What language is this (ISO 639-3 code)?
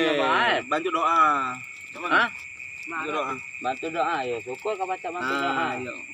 mui